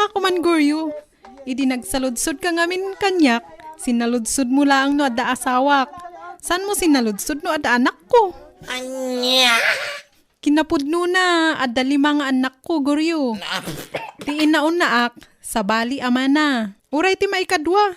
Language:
Iloko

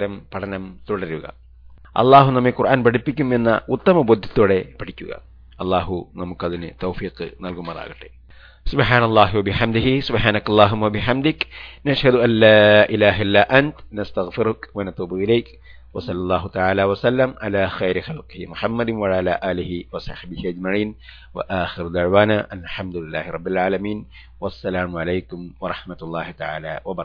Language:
Malayalam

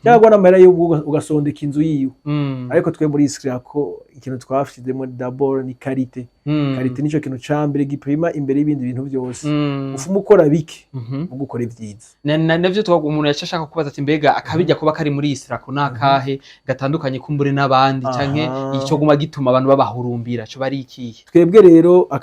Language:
Rundi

